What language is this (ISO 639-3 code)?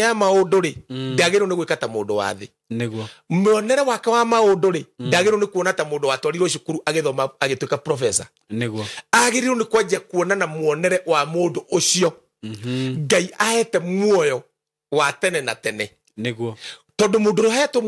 kik